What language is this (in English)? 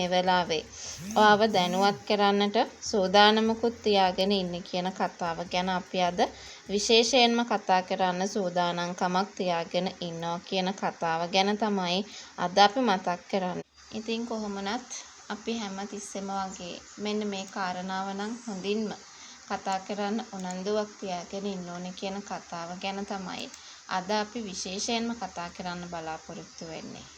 Sinhala